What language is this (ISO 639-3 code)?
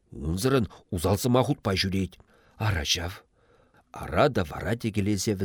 chv